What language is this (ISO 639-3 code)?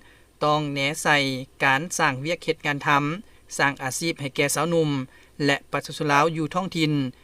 lao